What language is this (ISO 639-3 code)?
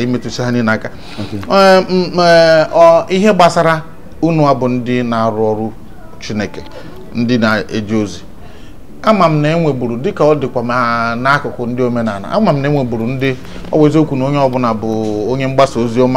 ibo